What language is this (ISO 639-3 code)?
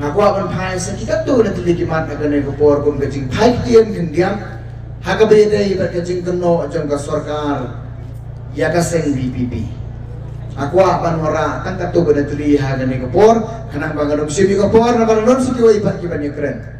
kha